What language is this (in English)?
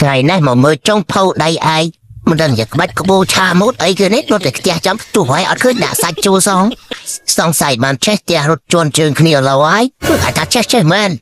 Khmer